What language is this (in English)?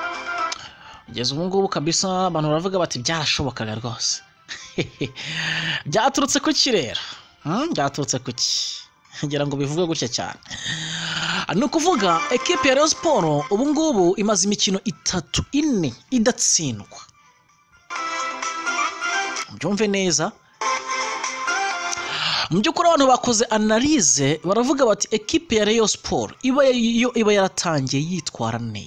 Kinyarwanda